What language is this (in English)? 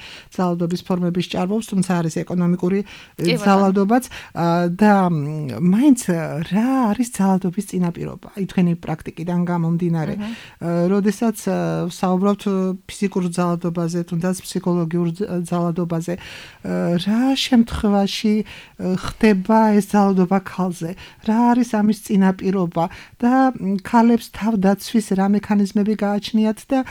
Georgian